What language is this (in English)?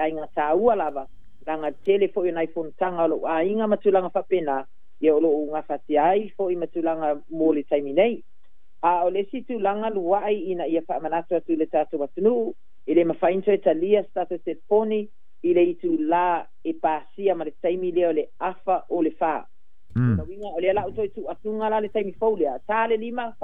Samoan